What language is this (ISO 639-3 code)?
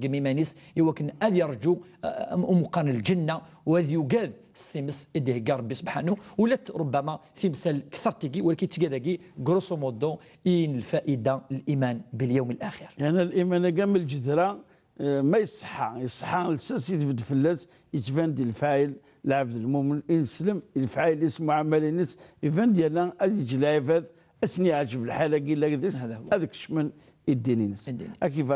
kab